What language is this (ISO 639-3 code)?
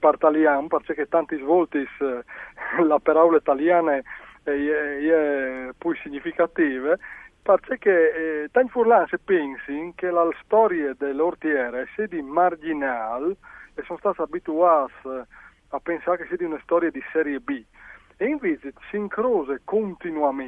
fur